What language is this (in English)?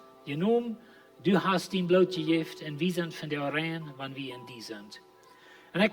Plautdietsch